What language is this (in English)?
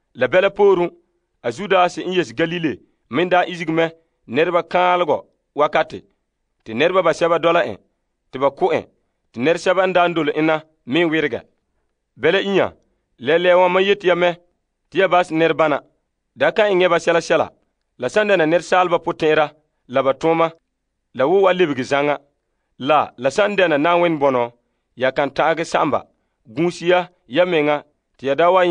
Frafra